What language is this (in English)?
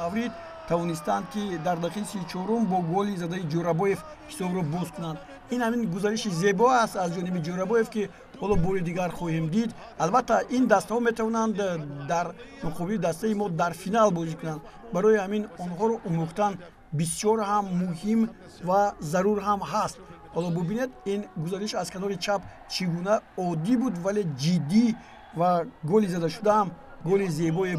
Tajik